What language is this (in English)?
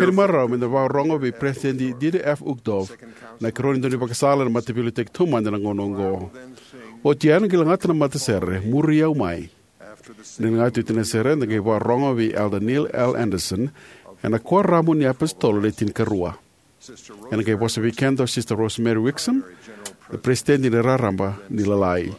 Fijian